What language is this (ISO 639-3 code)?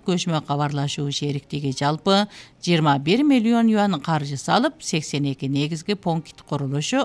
kir